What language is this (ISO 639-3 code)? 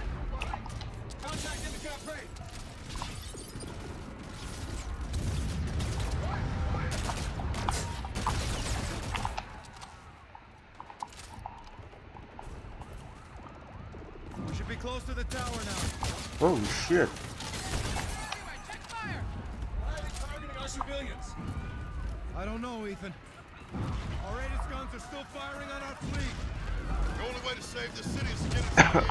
eng